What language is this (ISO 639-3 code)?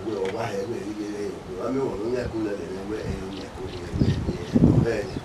bin